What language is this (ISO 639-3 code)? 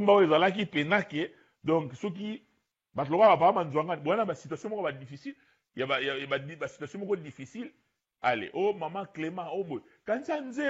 lin